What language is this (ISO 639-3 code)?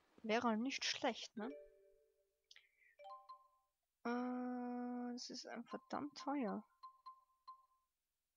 deu